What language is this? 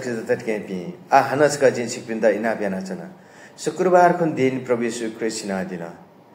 Newari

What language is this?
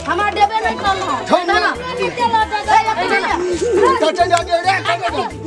Maithili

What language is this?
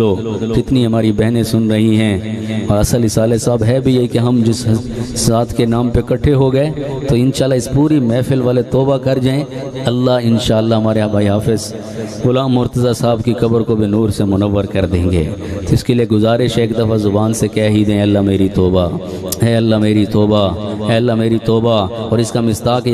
Urdu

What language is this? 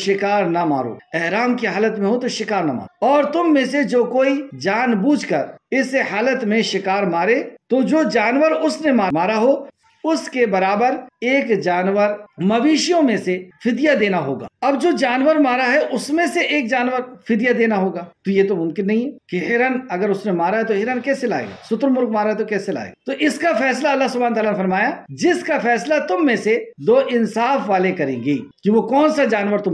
Urdu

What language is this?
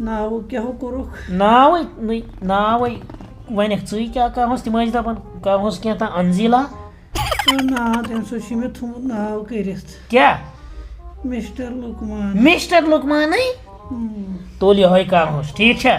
Kashmiri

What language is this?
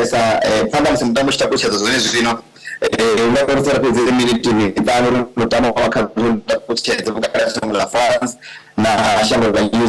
Venda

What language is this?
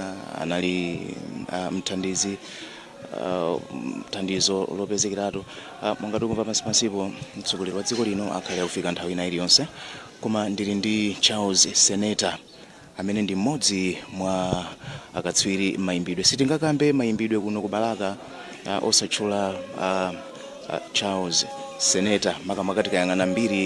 Nyanja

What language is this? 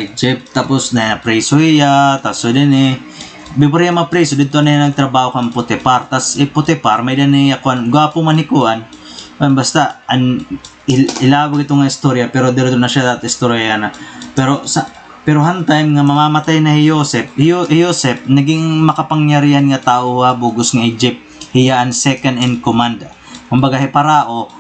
Waray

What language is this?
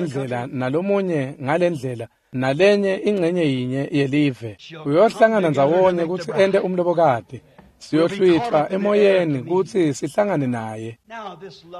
Swati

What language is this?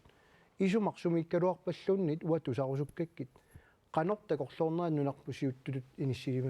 Kalaallisut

